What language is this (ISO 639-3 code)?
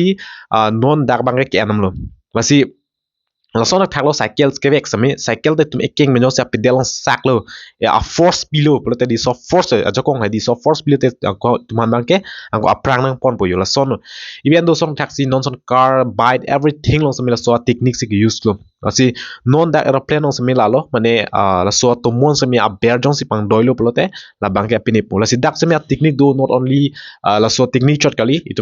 mjw